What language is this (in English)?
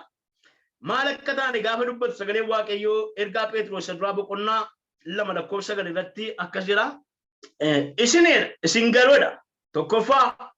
Oromo